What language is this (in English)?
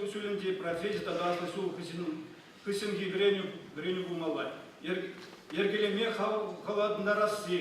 Chuvash